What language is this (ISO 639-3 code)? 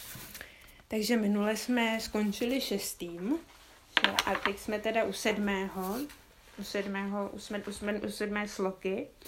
ces